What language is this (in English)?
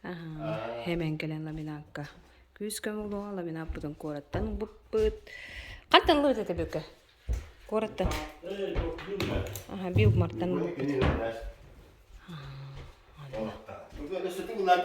Yakut